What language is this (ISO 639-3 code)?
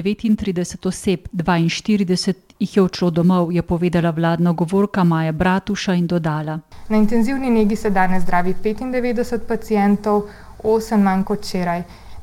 slv